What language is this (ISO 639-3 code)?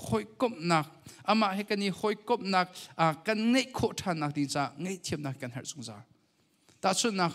cnh